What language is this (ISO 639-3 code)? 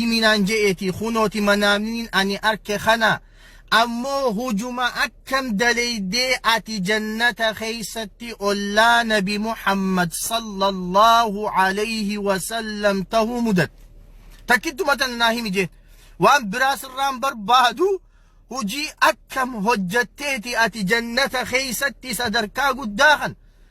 orm